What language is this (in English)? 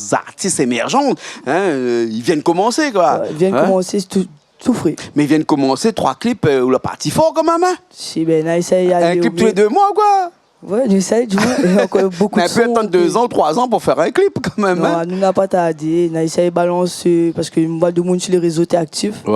Réunion Creole French